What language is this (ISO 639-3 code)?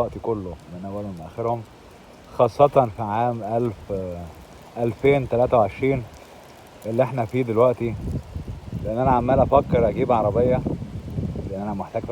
arz